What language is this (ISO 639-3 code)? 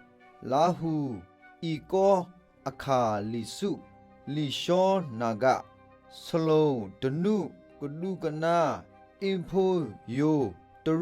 ksw